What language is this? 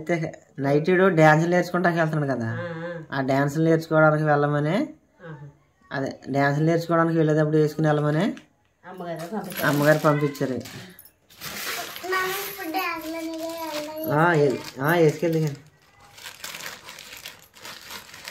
Telugu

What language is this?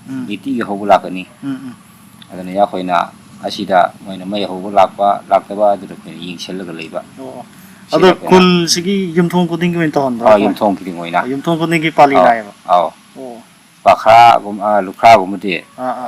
Manipuri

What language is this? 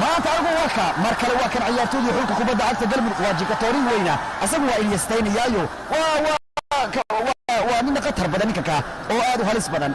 Somali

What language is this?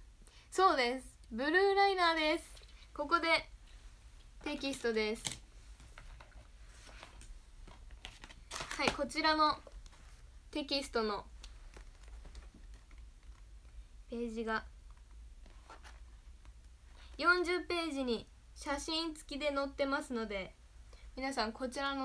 Japanese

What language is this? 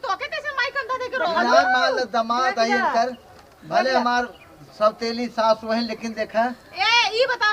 Awadhi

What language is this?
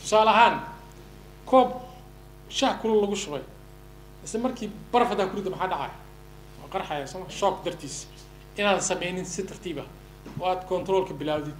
Somali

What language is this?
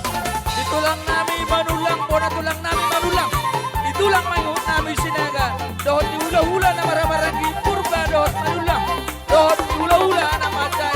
Batak Toba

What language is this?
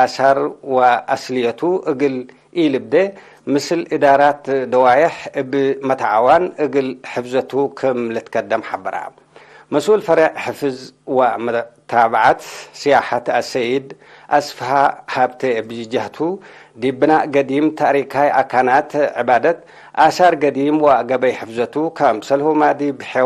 Tigre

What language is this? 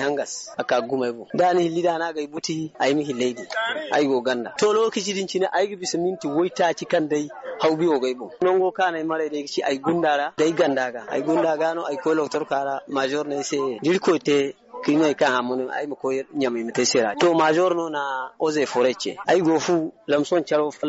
Zarma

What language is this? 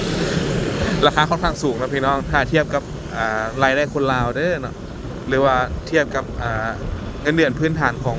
Lao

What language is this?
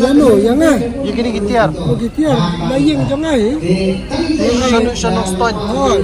Khasi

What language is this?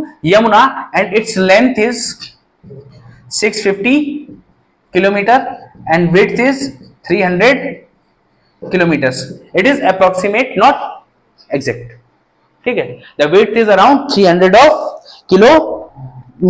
Hindi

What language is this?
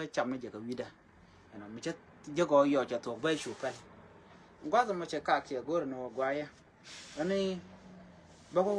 Nuer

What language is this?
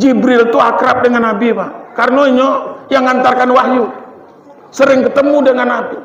Minangkabau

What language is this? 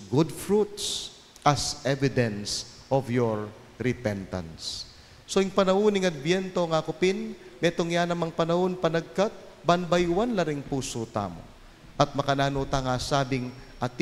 Pampanga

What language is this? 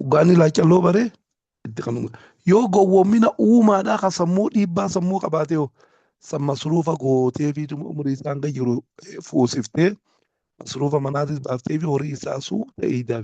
Oromo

